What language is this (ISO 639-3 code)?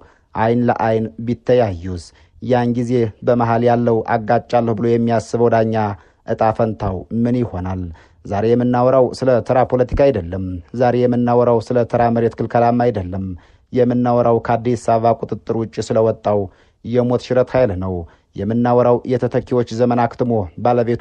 amh